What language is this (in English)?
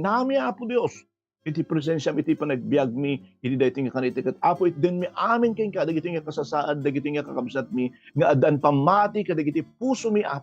Iloko